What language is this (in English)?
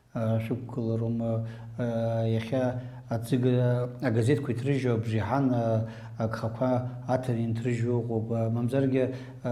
Abkhazian